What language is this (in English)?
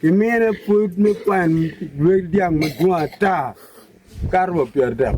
Acoli